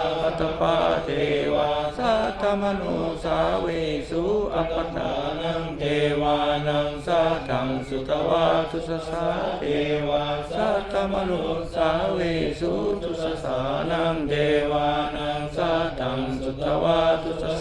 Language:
Pali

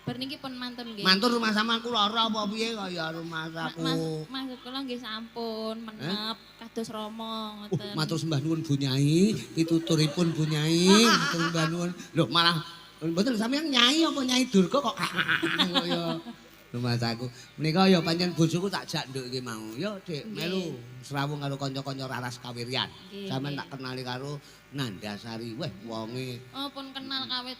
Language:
Javanese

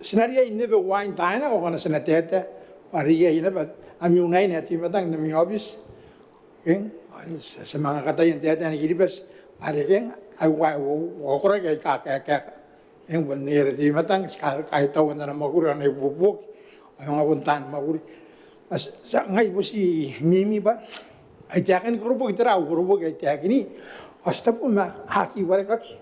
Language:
Gilbertese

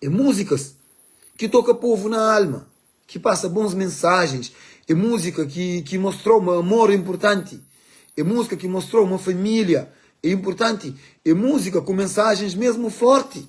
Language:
Kabuverdianu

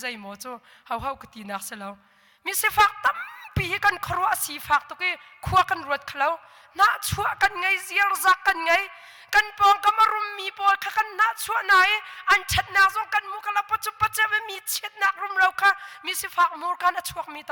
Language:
Hakha Chin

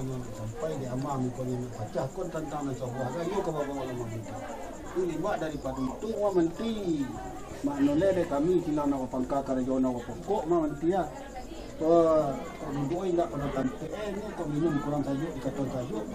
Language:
Minangkabau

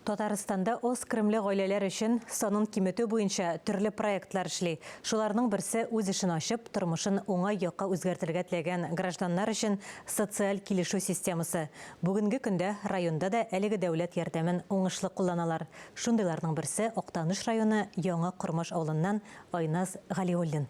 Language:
Tatar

